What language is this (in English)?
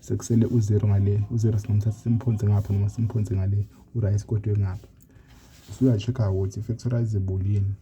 Zulu